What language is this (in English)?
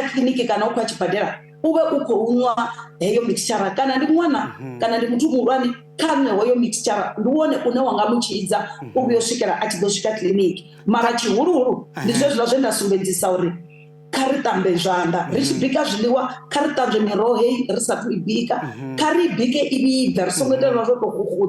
Venda